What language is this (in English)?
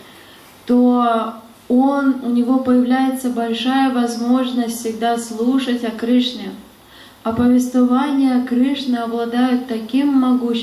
Russian